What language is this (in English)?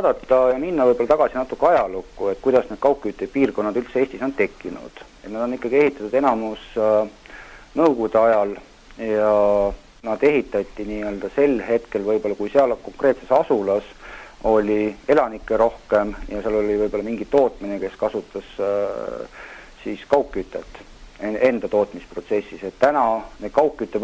Estonian